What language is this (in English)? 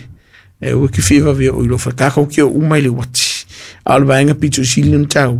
Samoan